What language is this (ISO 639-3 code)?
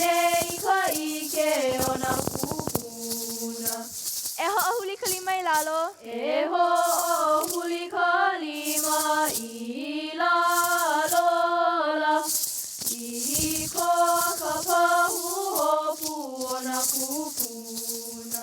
haw